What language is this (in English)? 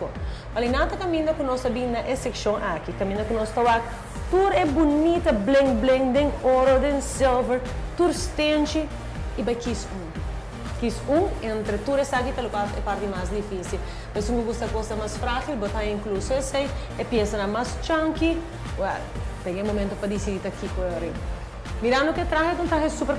Papiamento